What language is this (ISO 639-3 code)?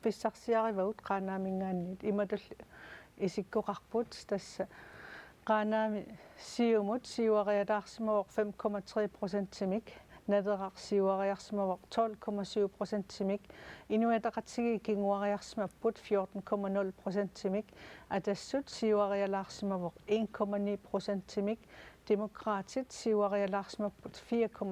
kal